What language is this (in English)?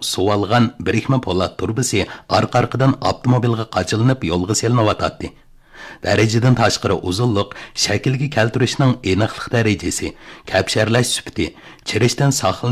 Uyghur